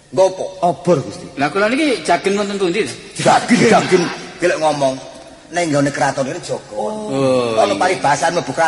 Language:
Javanese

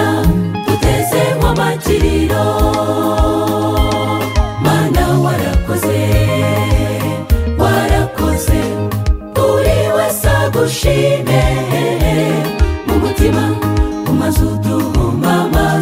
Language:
Kinyarwanda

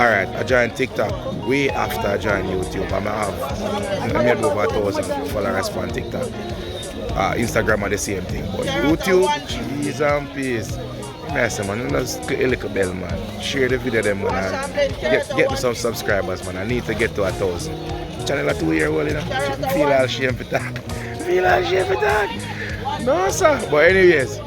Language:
Jamaican Creole English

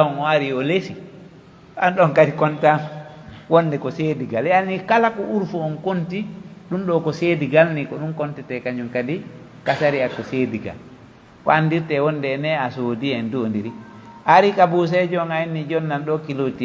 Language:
Pular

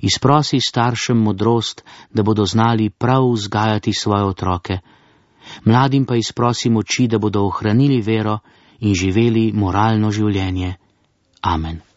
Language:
Slovenian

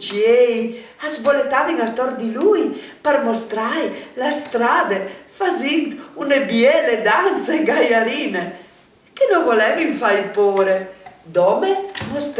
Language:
Friulian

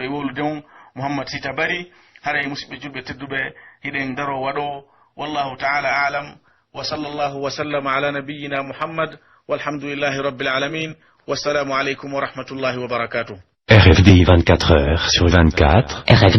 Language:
Pular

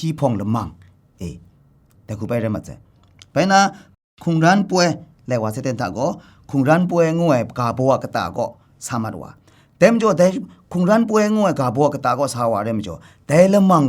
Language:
Kachin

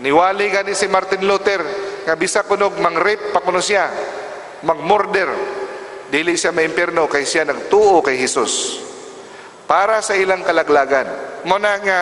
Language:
Cebuano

